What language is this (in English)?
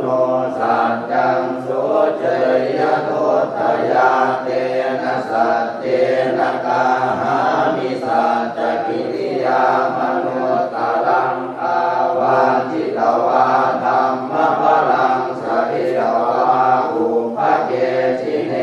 Pali